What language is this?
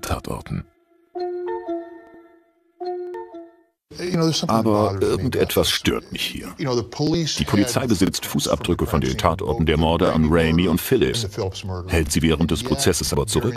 German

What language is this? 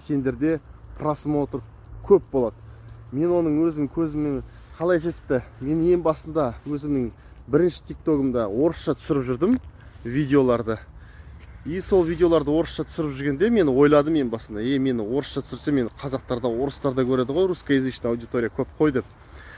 Kazakh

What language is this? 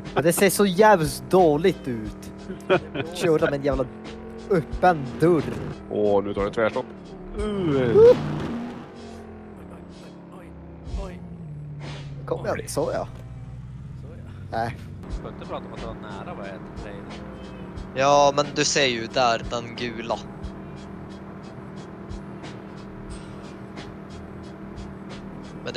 Swedish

